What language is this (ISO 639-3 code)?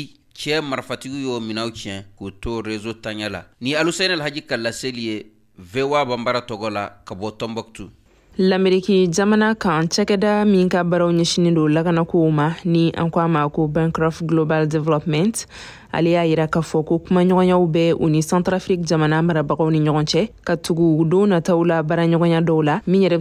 bam